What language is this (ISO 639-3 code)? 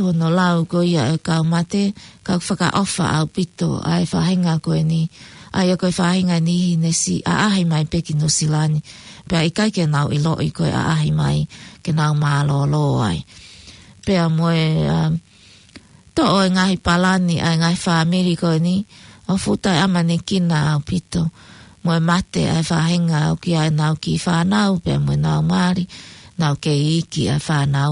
ton